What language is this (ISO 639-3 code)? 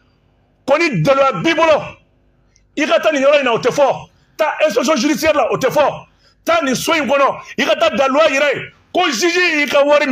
bam